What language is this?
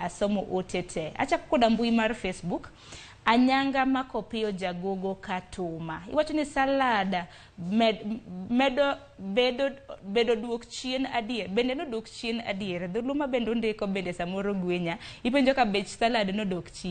Luo (Kenya and Tanzania)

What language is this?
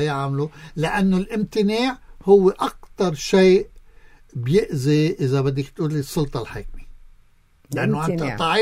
North Levantine Arabic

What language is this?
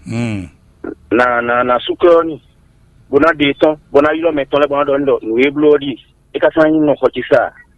Fon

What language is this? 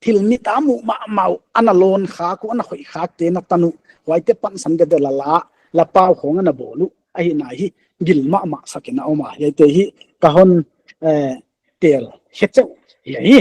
Paite Chin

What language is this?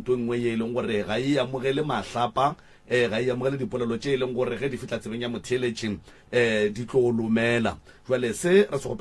Northern Sotho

